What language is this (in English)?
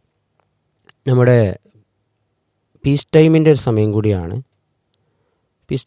Malayalam